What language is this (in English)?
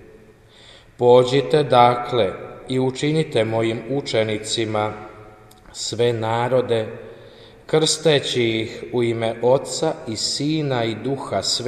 Croatian